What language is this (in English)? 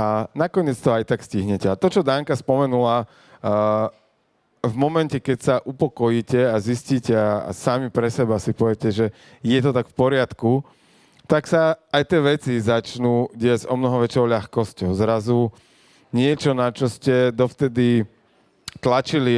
Slovak